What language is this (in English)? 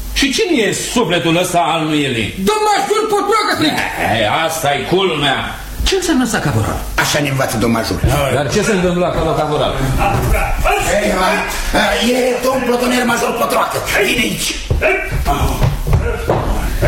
Romanian